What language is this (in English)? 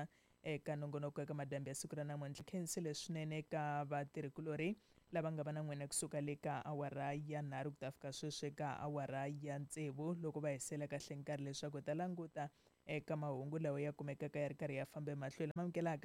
Tsonga